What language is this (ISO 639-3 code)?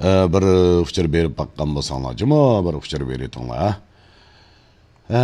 uig